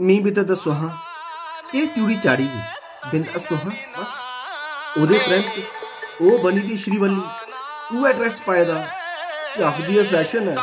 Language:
Dogri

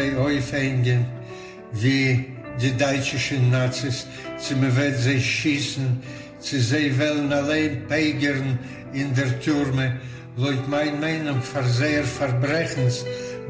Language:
Yiddish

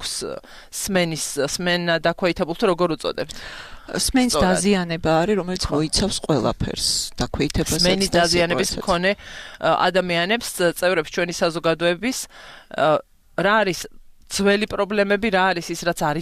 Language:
Georgian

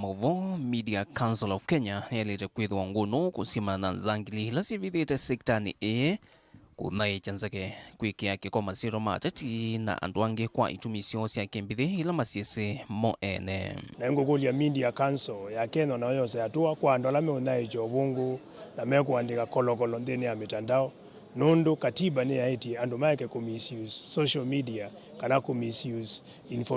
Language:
Kamba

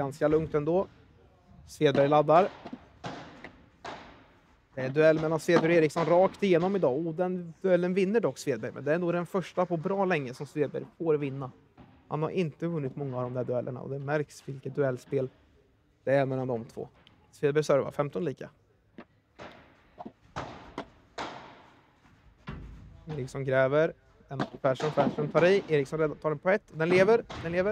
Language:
Swedish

